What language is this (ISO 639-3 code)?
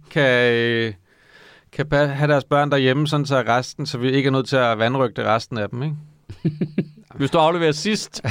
dan